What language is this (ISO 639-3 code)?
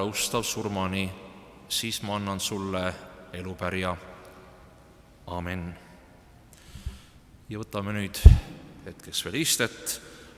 est